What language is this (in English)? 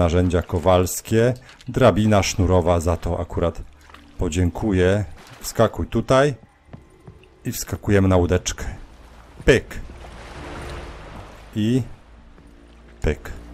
Polish